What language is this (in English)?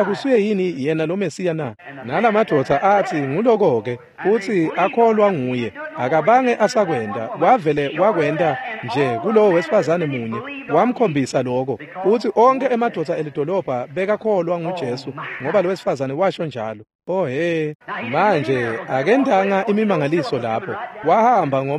Swati